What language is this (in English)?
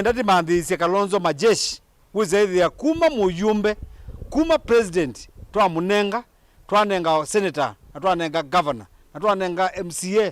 Kamba